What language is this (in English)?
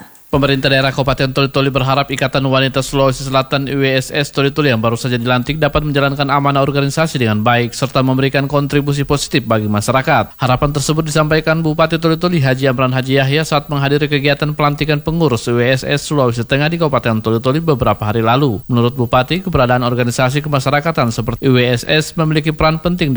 Indonesian